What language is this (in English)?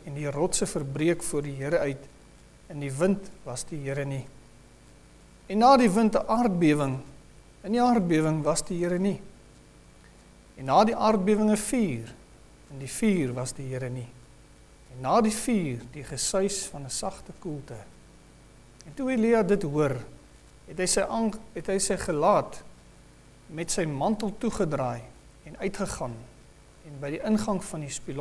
Afrikaans